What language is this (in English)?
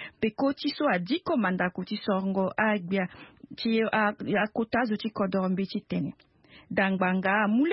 Sango